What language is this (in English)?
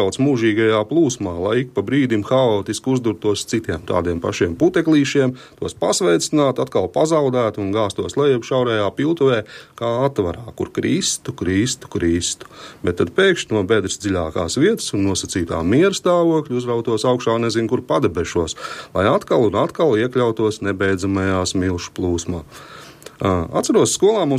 Latvian